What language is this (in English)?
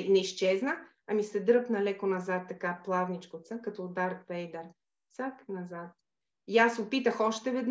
Bulgarian